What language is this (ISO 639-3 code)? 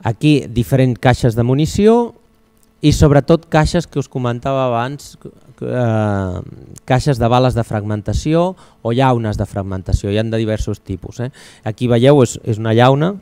cat